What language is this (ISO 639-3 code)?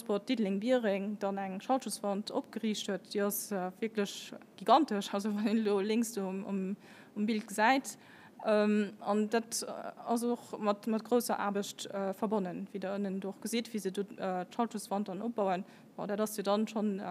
ltz